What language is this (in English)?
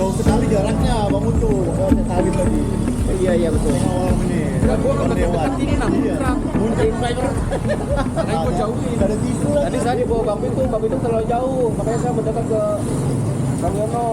Betawi